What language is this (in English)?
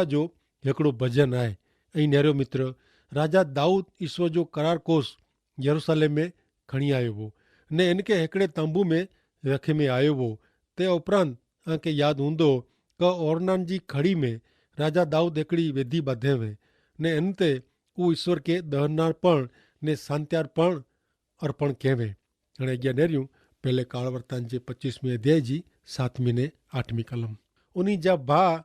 Kachhi